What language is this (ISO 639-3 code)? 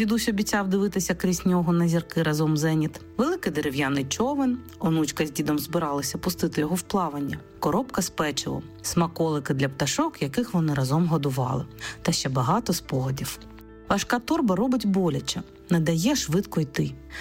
ukr